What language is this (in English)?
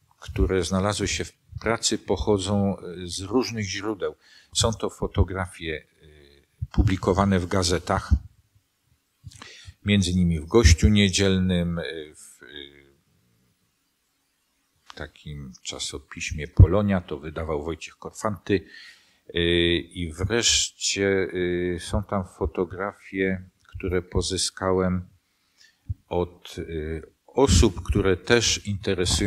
Polish